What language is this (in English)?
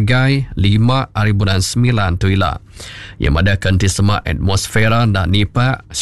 Iban